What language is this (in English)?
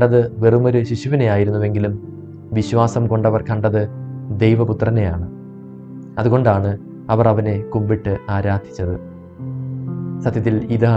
Malayalam